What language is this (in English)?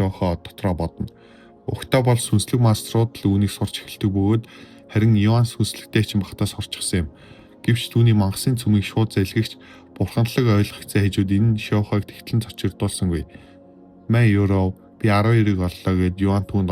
Mongolian